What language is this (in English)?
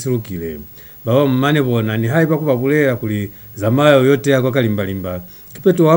Lozi